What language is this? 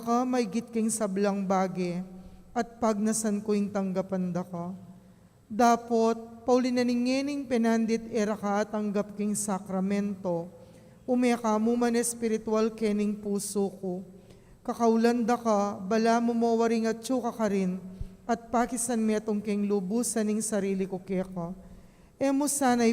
Pampanga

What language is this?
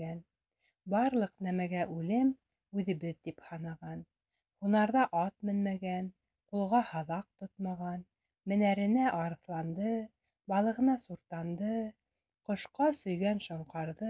Bashkir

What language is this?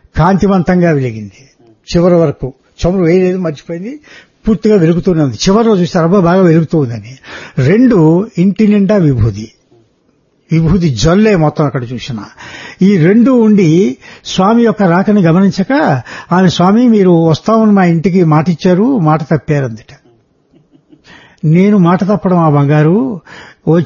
Telugu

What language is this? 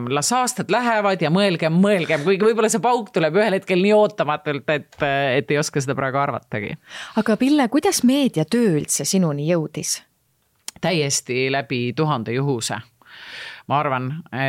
Estonian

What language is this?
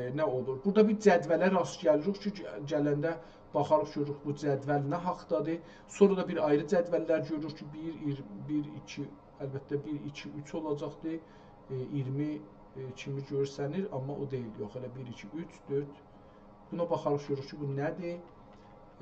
South Azerbaijani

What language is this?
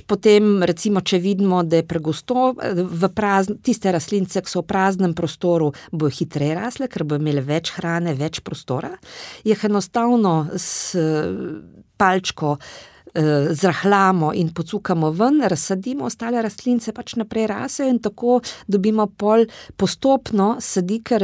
Slovenian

